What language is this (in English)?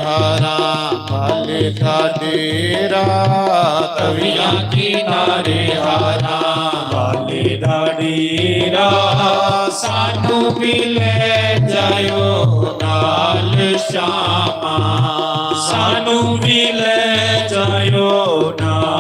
Dogri